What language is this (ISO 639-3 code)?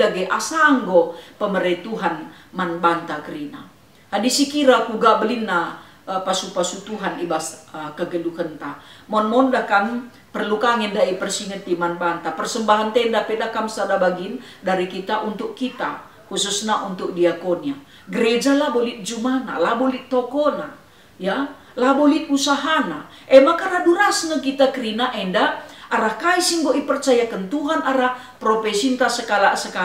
btx